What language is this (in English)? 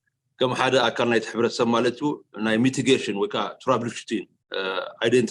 Tigrinya